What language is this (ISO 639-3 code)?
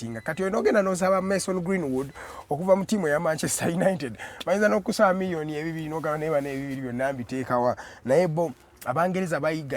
lug